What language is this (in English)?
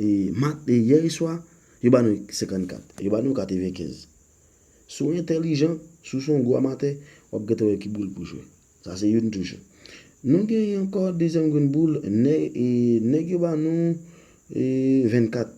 Haitian Creole